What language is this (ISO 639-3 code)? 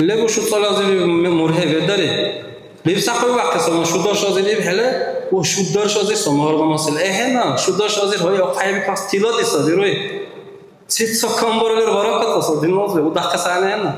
dar